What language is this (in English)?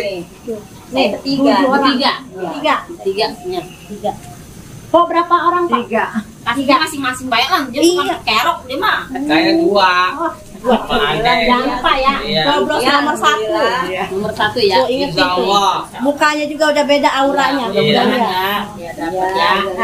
Betawi